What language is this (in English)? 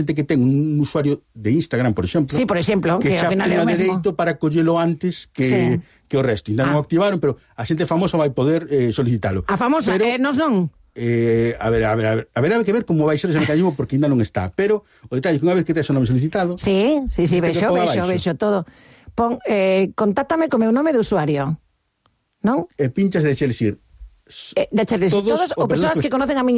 Galician